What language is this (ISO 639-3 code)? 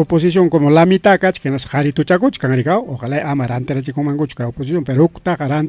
quy